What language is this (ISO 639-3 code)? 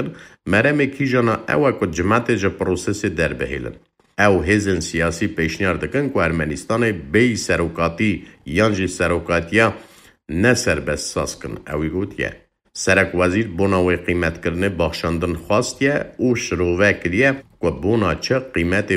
kur